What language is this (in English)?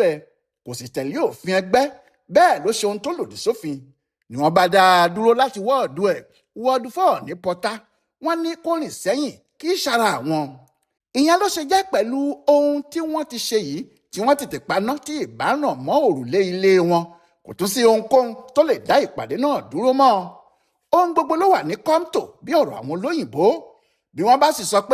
Yoruba